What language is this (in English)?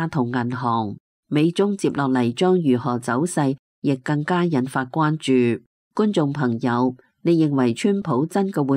Cantonese